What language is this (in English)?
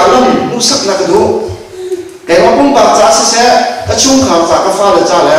Hakha Chin